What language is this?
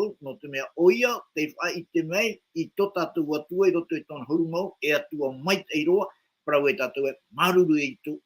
Tahitian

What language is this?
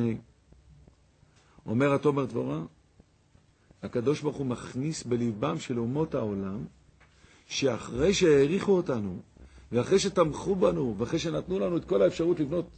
Hebrew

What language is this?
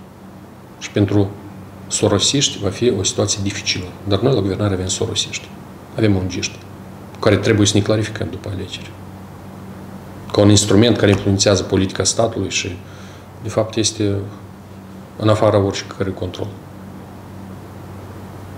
Romanian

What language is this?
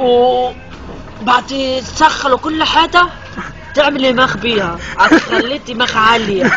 Egyptian Arabic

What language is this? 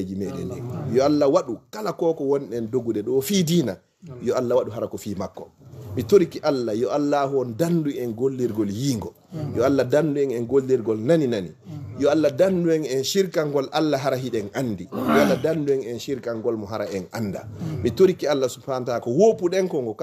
Fula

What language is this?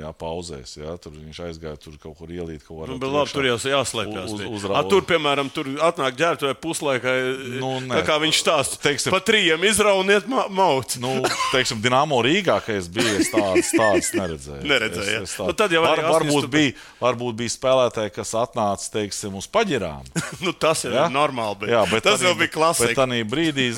Latvian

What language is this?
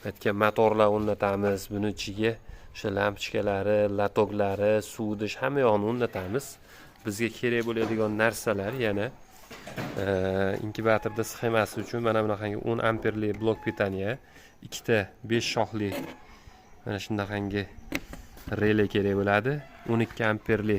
Uzbek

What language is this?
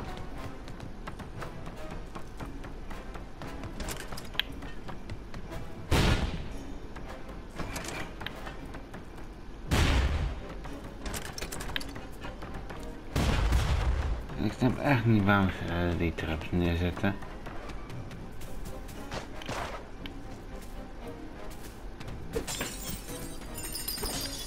Dutch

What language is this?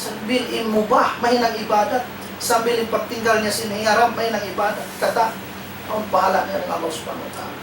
Tausug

